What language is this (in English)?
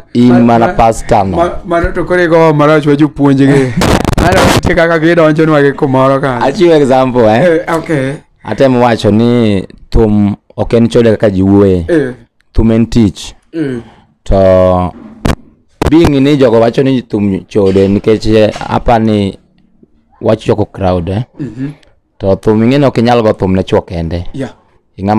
Luo (Kenya and Tanzania)